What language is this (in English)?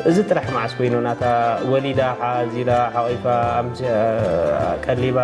Tigrinya